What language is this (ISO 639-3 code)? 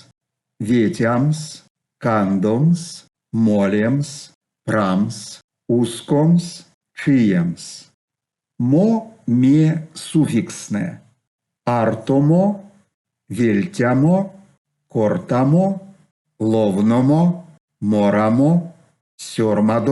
myv